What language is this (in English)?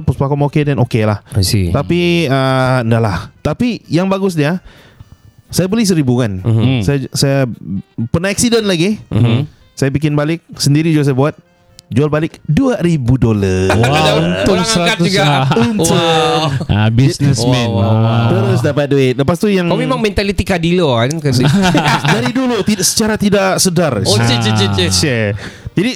Malay